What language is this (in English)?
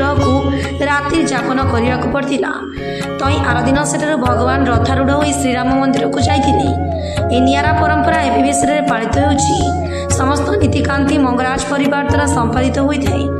Odia